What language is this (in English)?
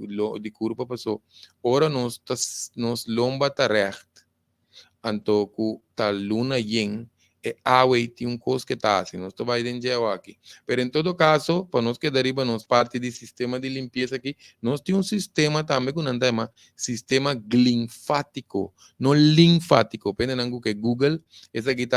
Papiamento